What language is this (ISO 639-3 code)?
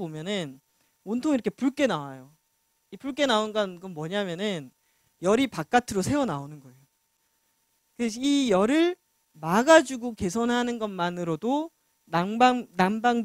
kor